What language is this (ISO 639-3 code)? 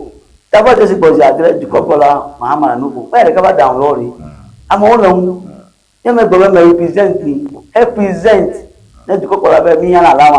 ewe